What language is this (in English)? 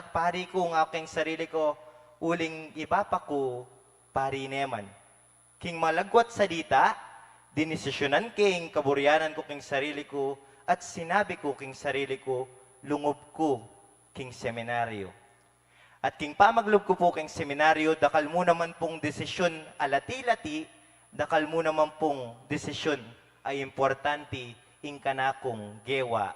Pampanga